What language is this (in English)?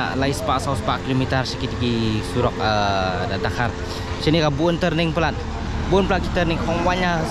Khasi